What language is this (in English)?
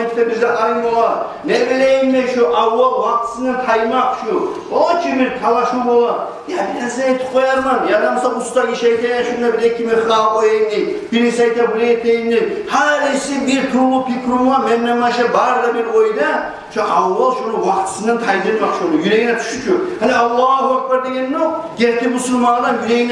Kumyk